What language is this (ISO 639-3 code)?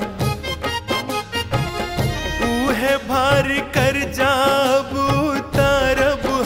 bho